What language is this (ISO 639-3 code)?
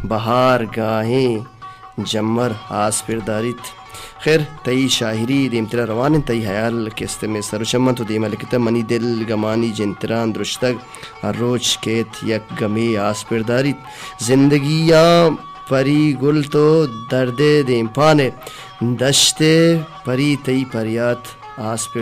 bal